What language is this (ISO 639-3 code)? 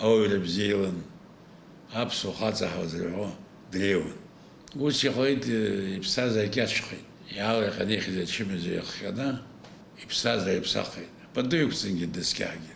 abk